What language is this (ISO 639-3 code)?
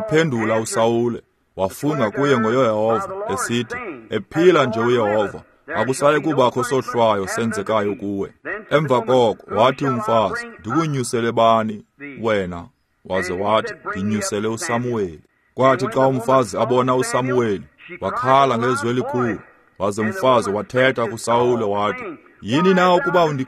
xho